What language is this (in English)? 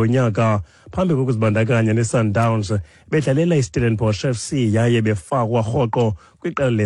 Xhosa